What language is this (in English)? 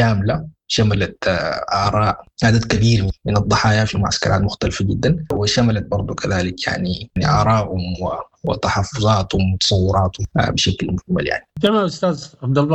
Sudanese Arabic